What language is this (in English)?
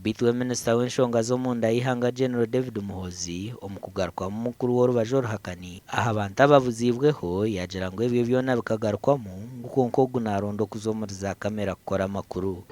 Nyankole